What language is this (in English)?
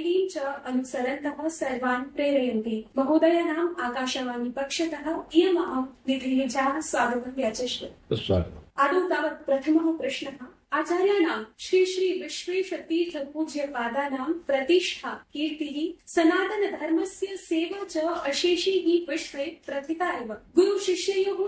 Sanskrit